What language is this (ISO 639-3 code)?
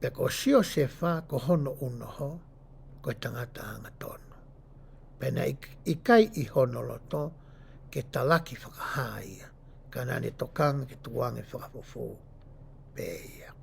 ton